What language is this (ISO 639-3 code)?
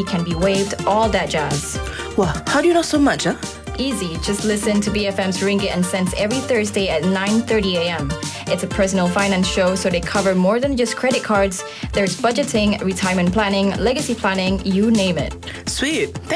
eng